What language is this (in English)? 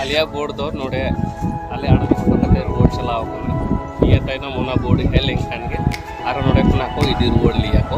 Santali